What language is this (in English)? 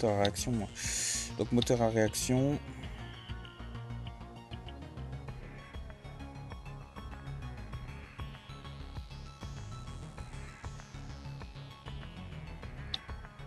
French